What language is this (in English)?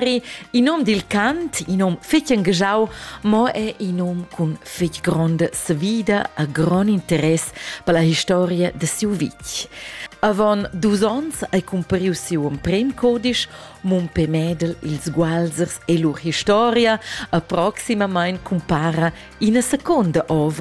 Romansh